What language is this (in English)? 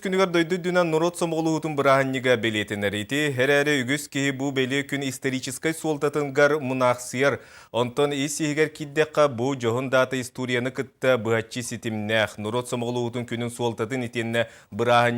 Yakut